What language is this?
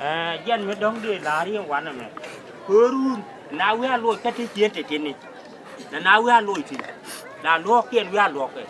Nuer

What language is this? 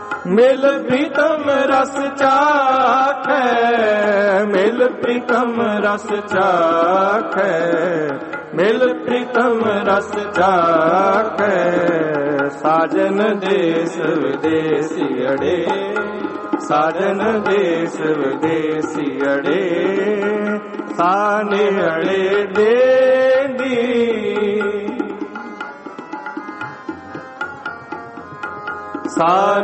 Punjabi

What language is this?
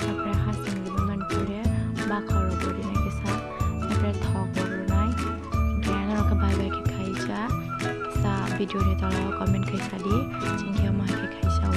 Kok Borok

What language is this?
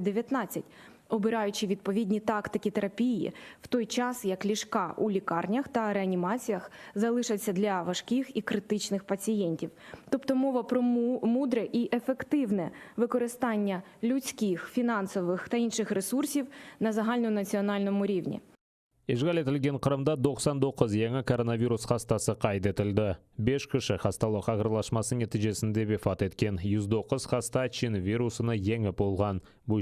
Crimean Tatar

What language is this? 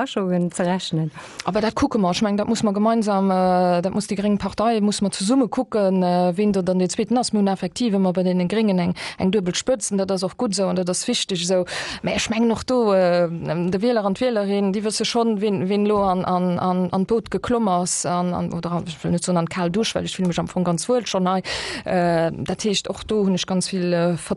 Luxembourgish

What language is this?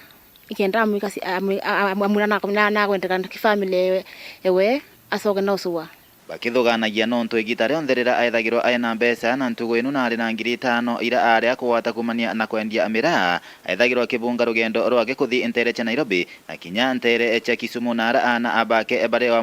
Meru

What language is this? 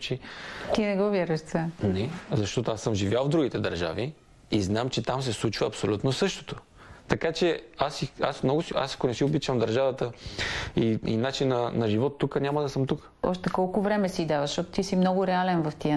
Bulgarian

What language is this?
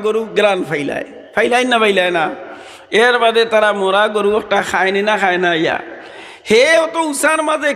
Sylheti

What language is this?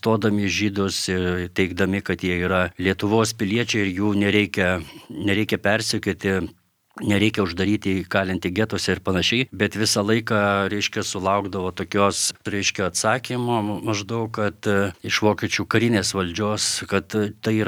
Lithuanian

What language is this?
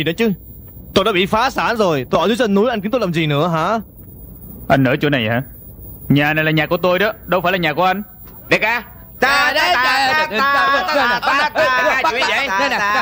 Vietnamese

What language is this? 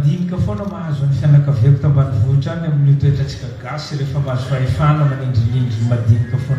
Malagasy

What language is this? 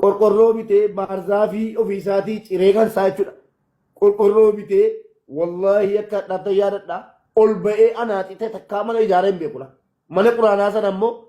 Oromo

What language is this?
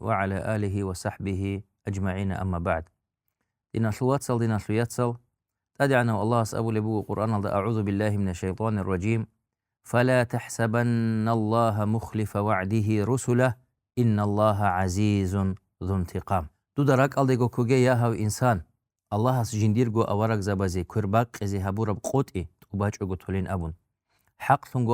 Avaric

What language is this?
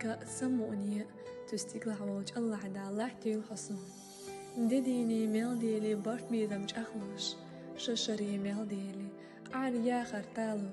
Chechen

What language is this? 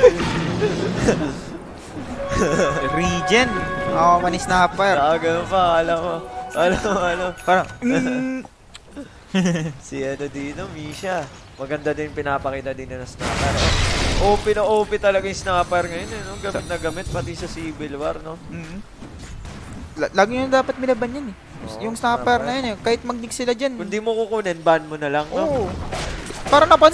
Filipino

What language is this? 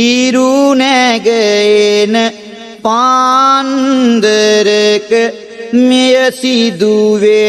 Sinhala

